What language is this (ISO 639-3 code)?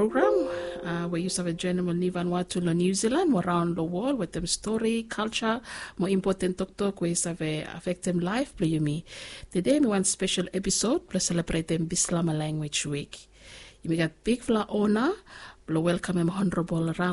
bis